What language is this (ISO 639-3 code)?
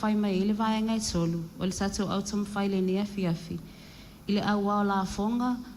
smo